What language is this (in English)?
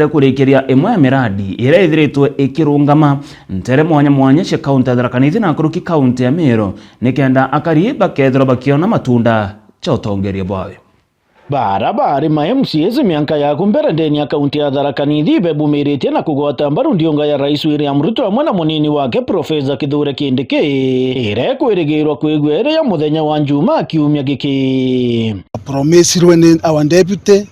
Meru